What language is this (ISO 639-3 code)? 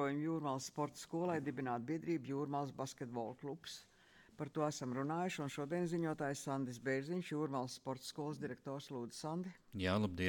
lav